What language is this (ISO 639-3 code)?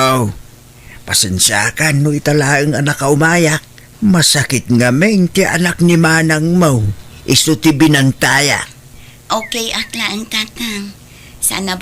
ilo